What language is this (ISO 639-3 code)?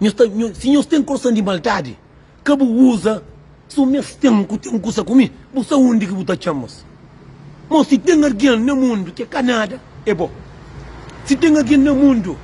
kea